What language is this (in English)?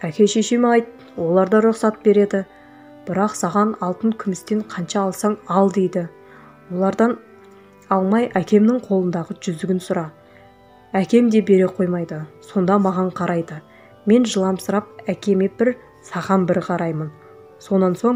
Kazakh